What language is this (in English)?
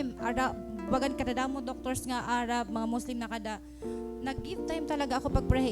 Waray